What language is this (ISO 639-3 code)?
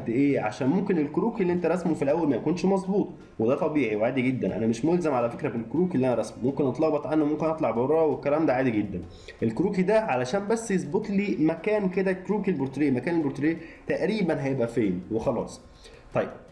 arz